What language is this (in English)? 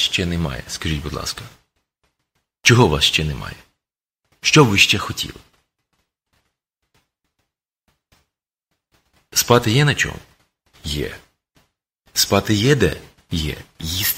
Ukrainian